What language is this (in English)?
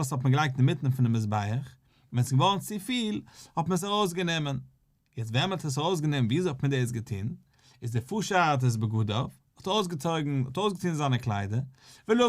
Yiddish